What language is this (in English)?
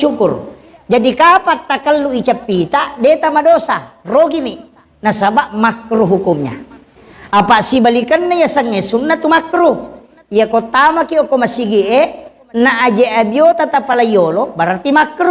Buginese